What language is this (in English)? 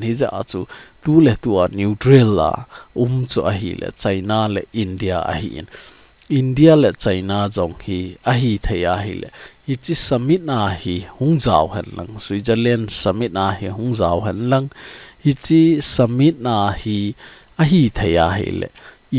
Thado Chin